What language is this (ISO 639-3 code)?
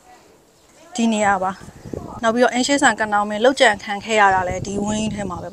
mya